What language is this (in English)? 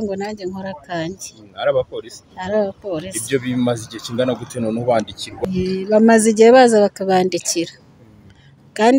Kinyarwanda